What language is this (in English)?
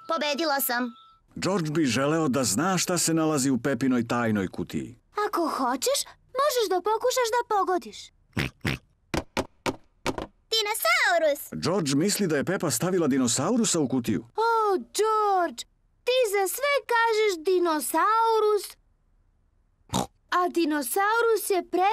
Serbian